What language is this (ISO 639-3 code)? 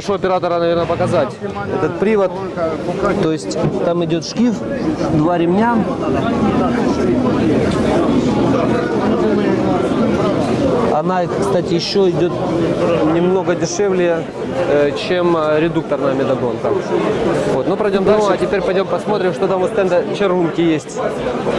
rus